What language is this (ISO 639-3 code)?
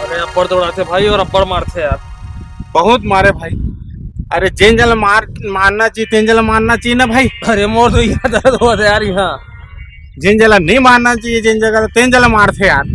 hne